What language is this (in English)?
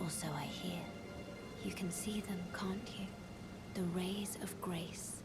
Shan